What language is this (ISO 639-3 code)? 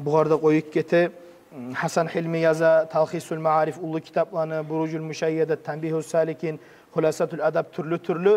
kum